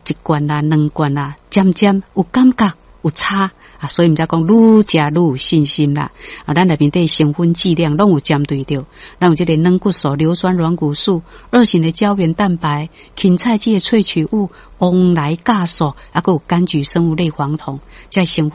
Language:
Min Nan Chinese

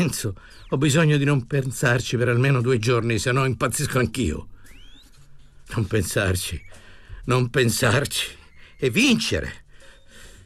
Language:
Italian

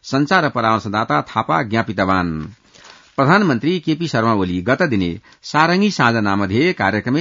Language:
Sanskrit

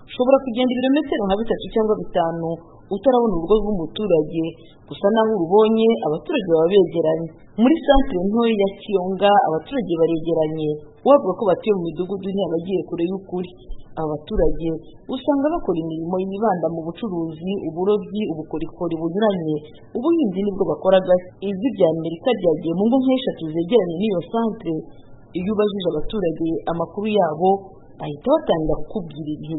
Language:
Kinyarwanda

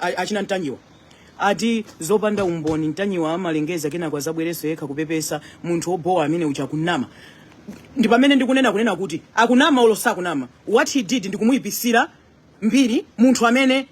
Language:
Nyanja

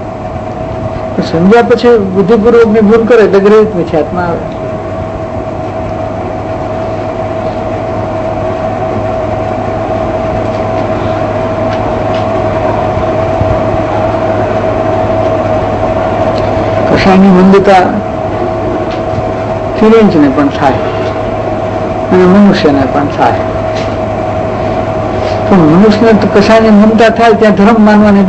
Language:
Gujarati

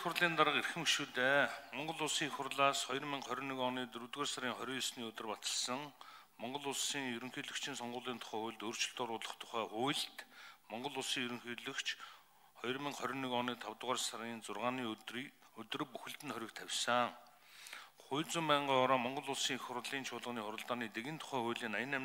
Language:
Mongolian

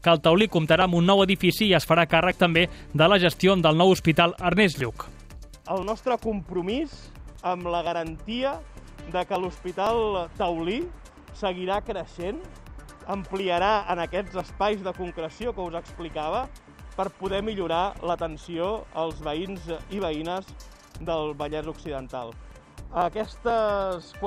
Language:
Catalan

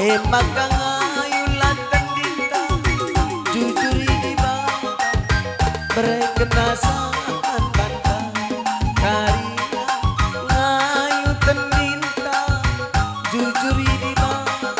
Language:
Batak Karo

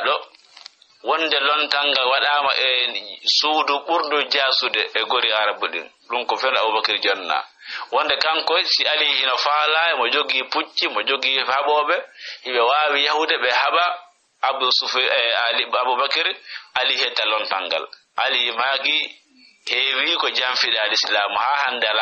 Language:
Fula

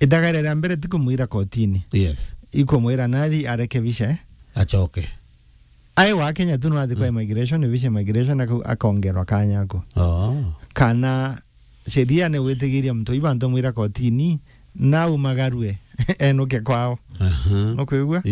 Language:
Meru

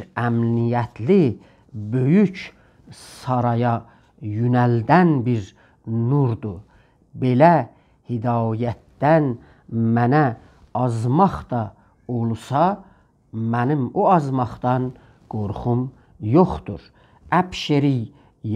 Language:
South Azerbaijani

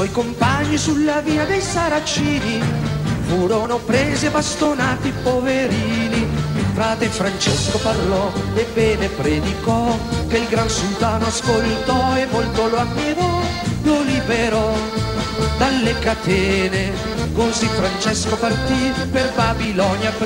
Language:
Italian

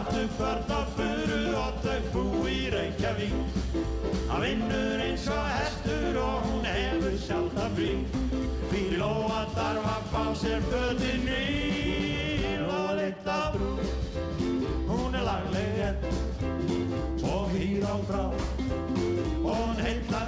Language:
Icelandic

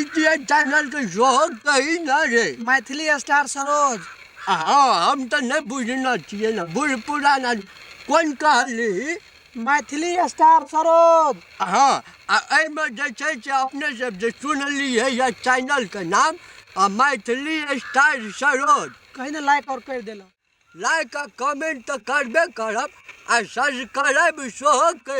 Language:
Maithili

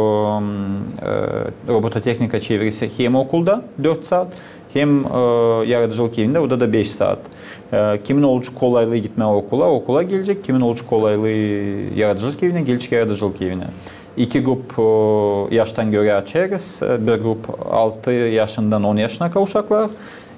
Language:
Gagauz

